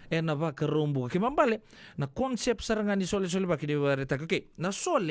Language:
Fijian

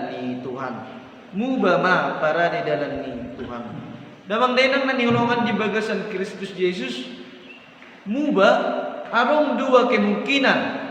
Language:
Batak Toba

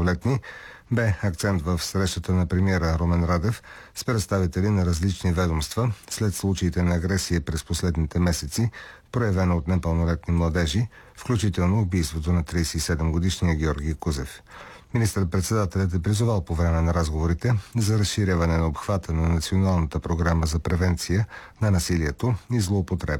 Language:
Bulgarian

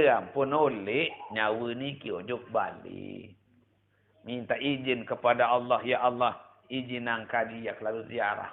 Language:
Sasak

